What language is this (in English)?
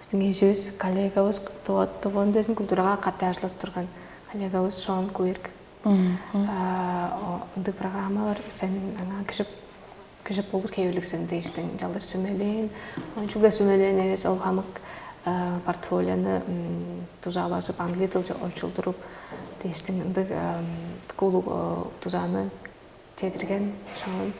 Tuvinian